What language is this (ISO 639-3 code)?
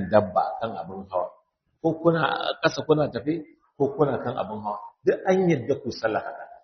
hau